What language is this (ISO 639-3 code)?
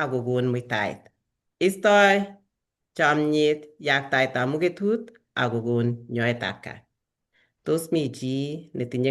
kln